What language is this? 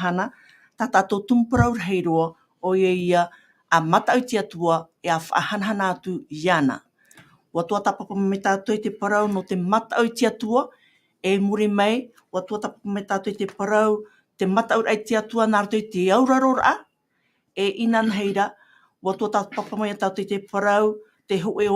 Tahitian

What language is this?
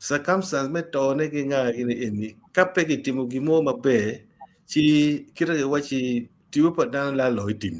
Acoli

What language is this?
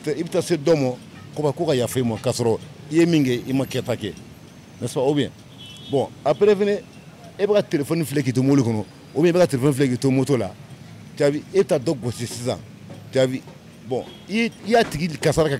Bambara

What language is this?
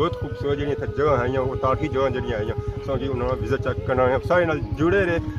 Pahari-Potwari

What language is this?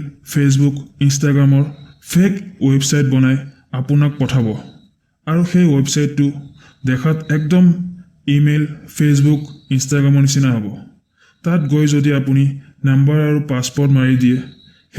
Assamese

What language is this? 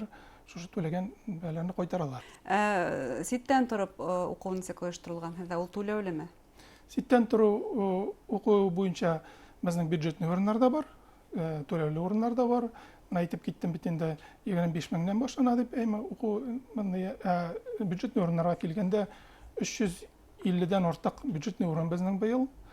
Bashkir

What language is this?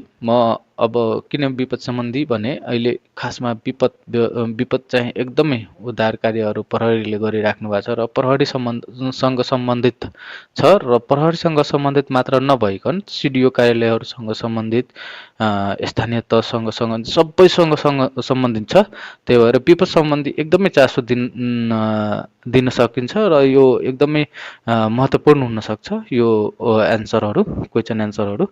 Nepali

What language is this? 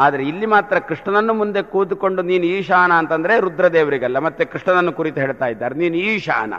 Kannada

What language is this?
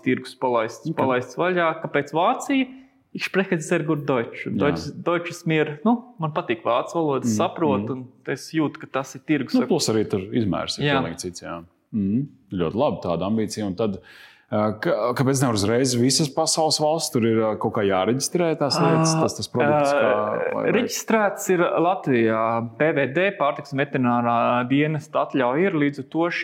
Latvian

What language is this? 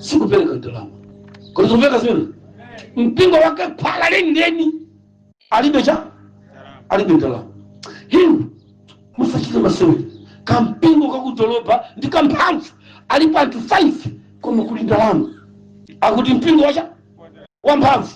Nyanja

